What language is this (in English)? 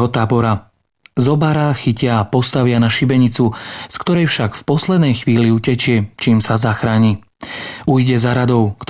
Slovak